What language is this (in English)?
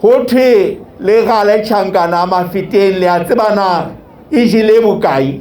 Southern Sotho